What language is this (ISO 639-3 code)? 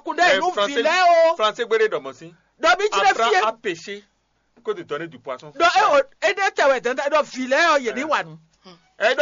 fon